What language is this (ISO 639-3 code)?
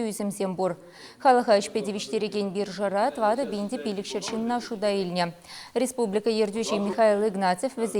chv